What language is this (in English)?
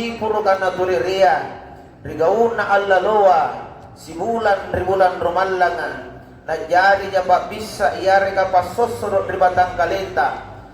Makasar